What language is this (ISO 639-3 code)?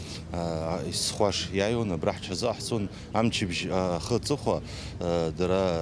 abk